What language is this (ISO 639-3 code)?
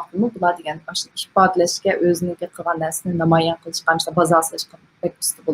uig